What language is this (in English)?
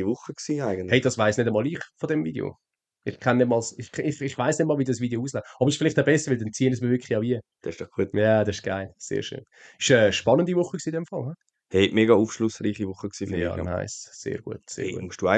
Swiss German